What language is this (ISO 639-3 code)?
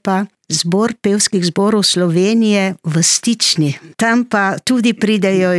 slv